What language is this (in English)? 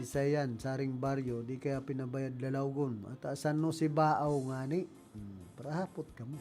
Bikol